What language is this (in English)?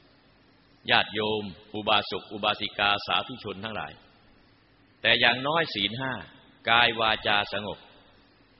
Thai